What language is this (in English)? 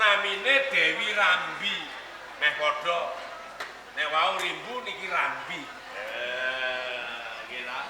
Javanese